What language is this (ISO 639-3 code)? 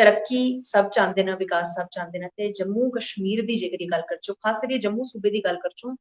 doi